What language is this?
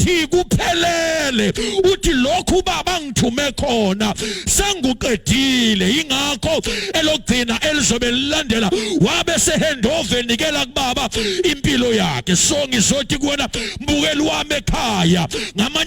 Zulu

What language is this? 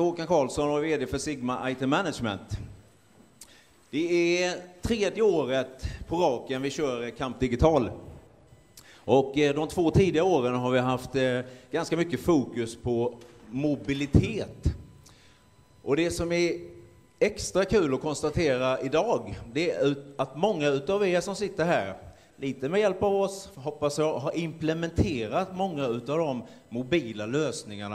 Swedish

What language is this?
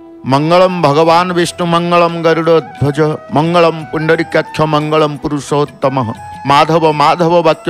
Odia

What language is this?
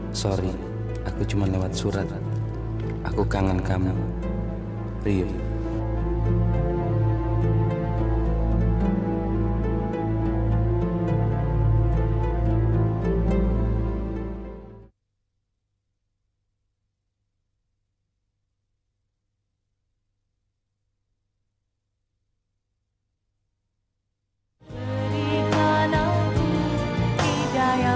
Indonesian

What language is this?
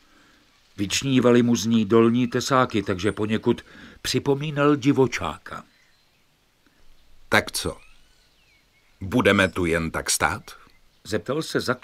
Czech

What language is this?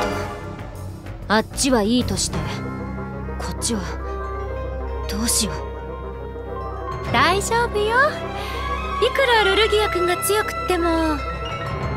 Japanese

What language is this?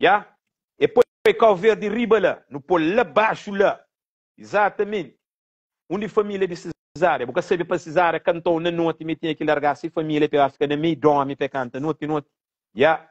Kabuverdianu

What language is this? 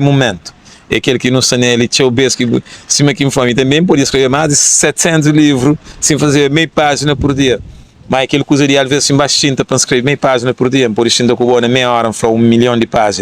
Kabuverdianu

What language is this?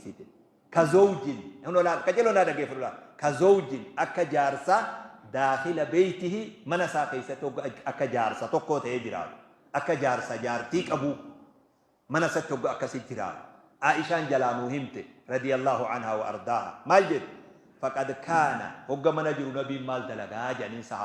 Oromo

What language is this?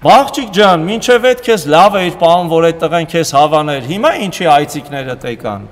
Armenian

